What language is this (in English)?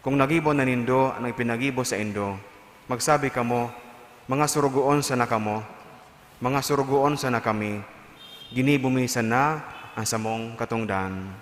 Bikol